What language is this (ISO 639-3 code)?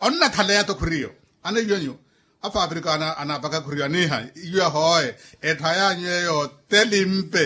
vmw